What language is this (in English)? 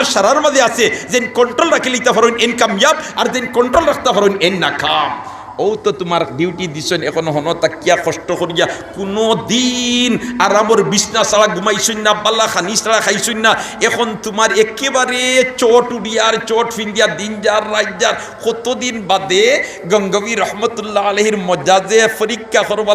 Sylheti